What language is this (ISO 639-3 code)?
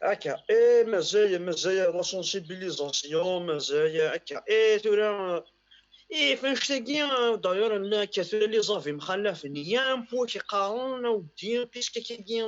kab